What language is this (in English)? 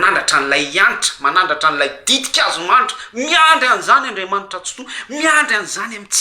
Malagasy